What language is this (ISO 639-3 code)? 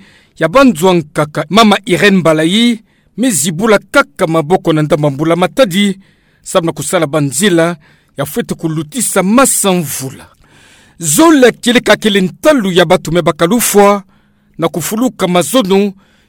ktu